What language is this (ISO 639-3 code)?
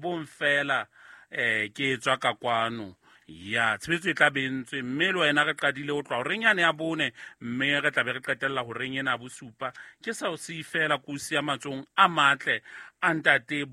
sot